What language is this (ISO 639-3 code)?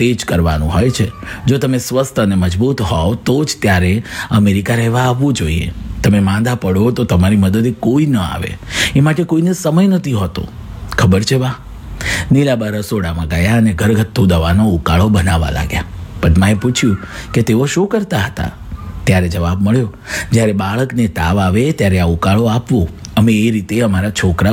guj